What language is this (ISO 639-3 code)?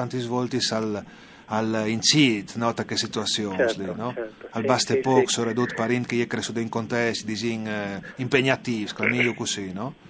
fur